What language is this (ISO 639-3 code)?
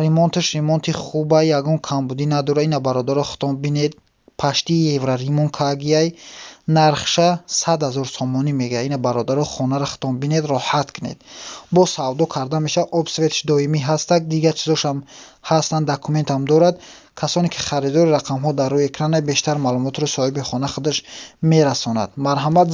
tgk